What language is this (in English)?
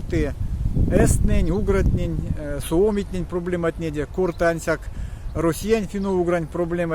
Erzya